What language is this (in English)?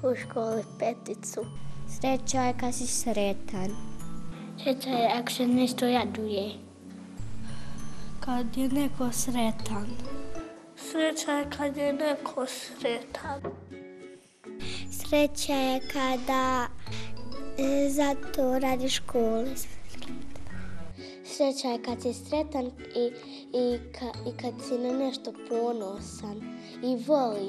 Bosnian